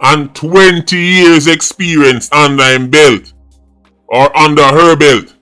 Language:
Jamaican Creole English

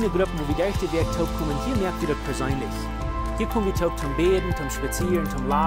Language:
Plautdietsch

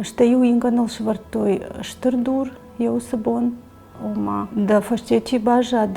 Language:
Ossetic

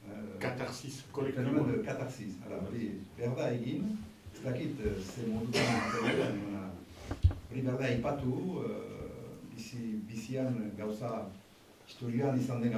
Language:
Basque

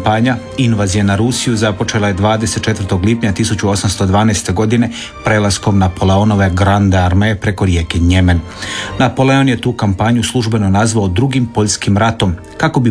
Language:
Croatian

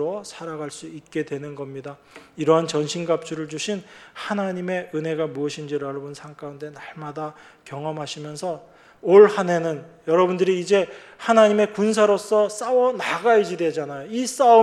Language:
Korean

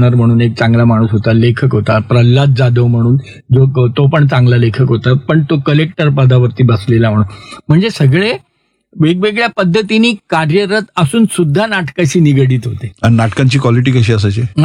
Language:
Marathi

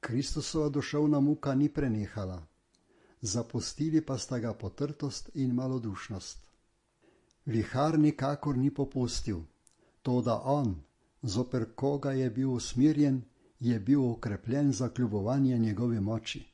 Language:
Slovenian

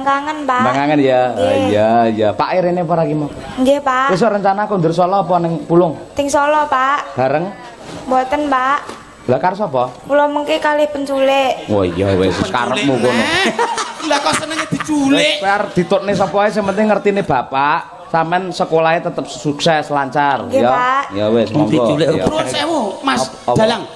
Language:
Javanese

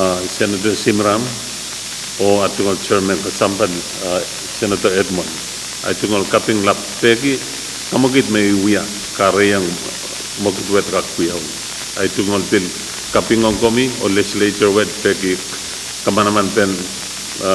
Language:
Pohnpeian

